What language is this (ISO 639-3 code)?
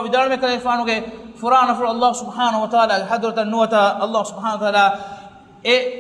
div